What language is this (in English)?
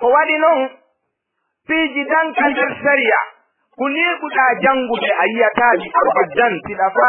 Fula